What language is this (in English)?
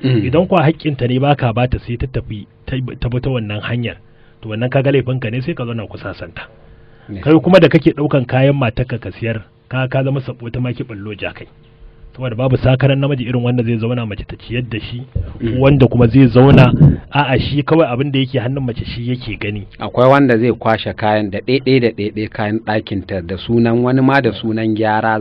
Hausa